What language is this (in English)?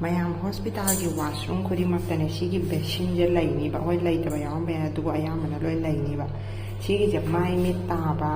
Manipuri